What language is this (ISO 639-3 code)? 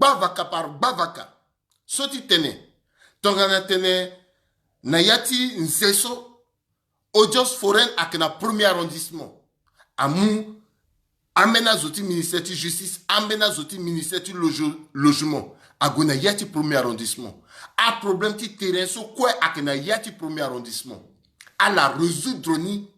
sag